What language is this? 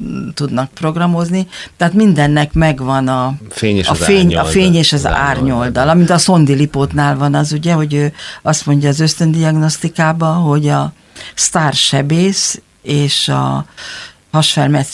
Hungarian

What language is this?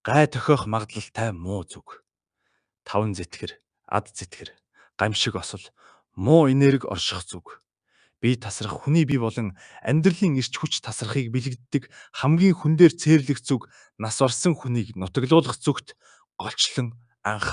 Mongolian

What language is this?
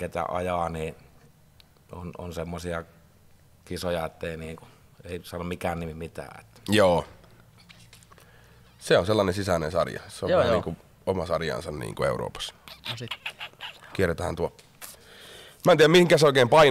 Finnish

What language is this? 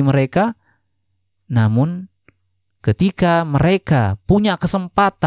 Indonesian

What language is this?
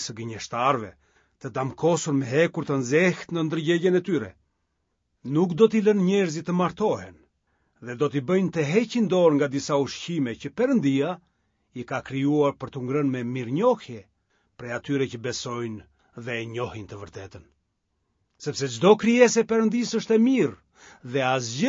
Albanian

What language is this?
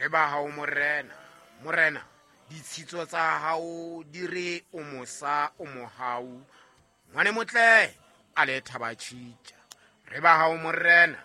Southern Sotho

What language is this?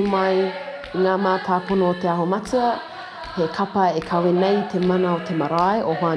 Māori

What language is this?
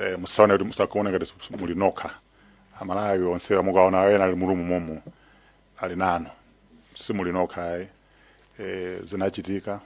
Nyanja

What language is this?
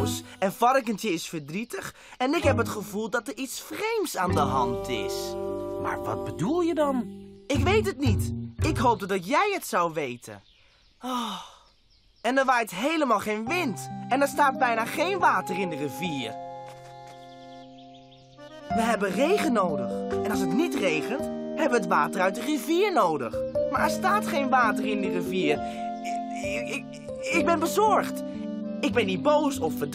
Dutch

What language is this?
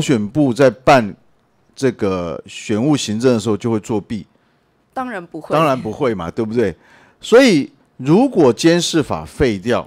Chinese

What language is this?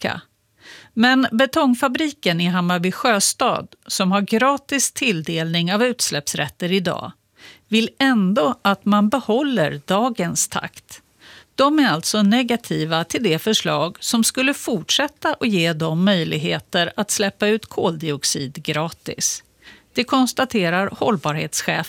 Swedish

